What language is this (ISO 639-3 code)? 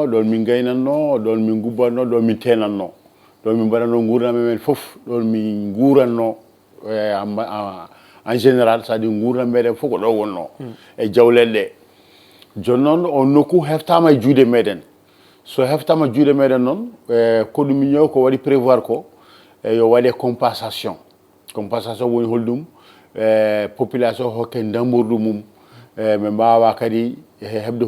ful